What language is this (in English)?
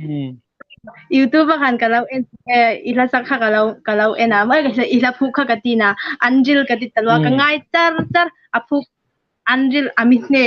Hmar